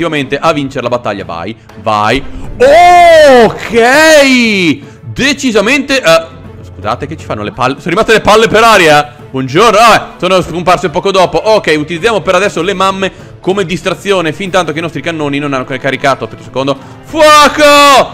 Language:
Italian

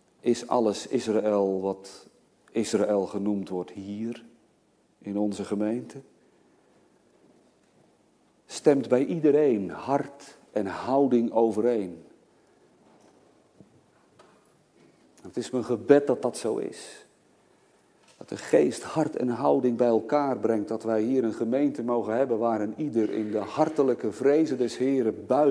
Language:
Dutch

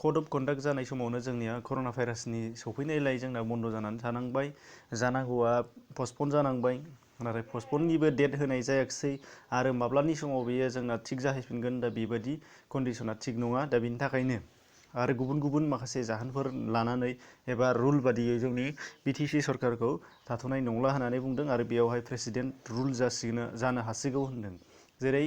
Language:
Bodo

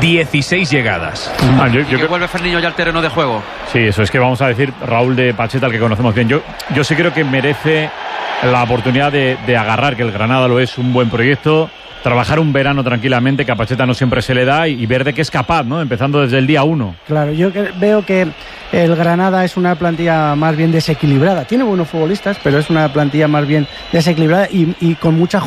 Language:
Spanish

